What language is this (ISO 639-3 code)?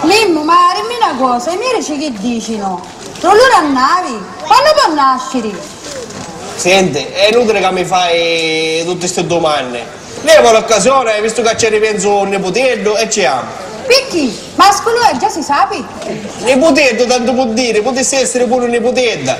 scn